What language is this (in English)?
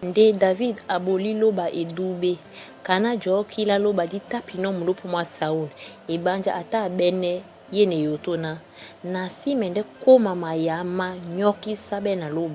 Duala